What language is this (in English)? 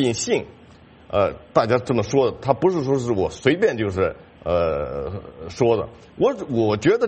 Chinese